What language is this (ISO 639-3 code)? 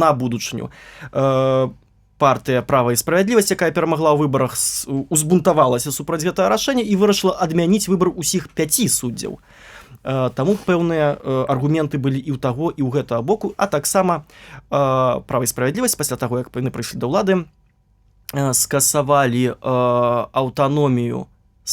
bel